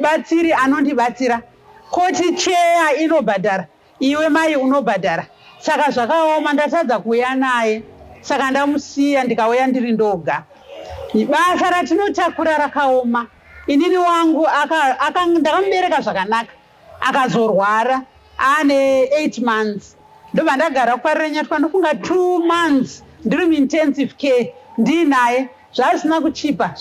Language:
Shona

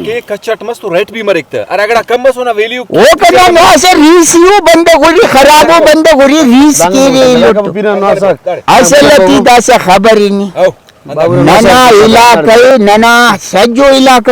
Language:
Brahui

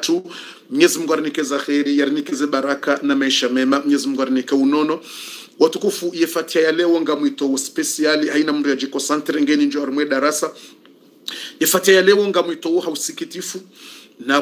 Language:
Swahili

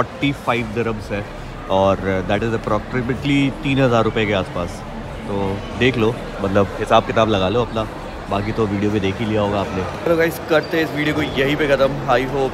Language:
Hindi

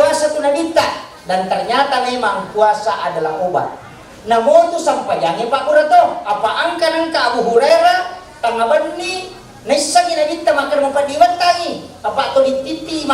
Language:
Buginese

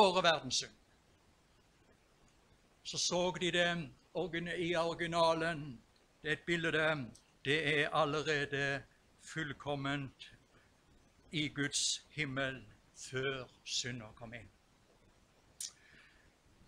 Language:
Norwegian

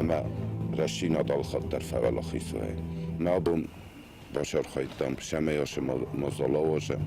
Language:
Ossetic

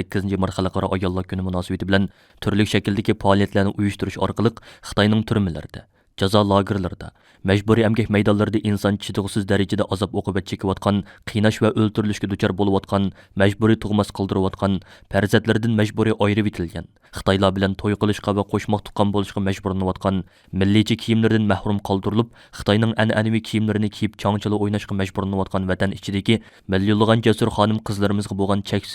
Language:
Uyghur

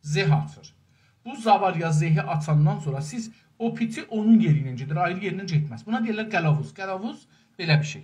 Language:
South Azerbaijani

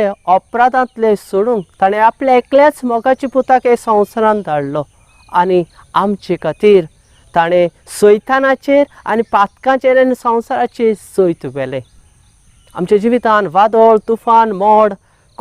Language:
Konkani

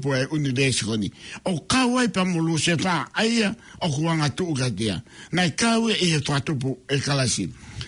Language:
Tongan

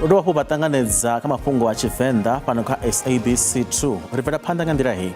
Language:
Venda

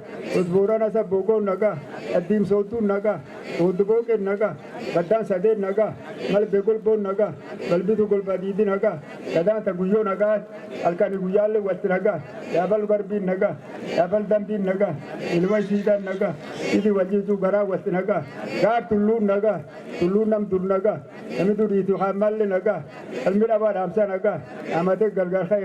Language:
Oromo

